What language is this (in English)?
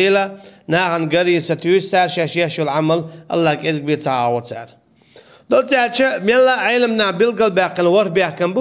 Chechen